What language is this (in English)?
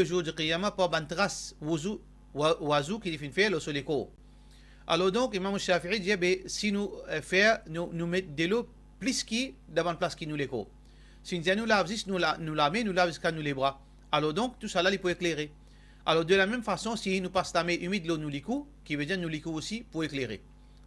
Morisyen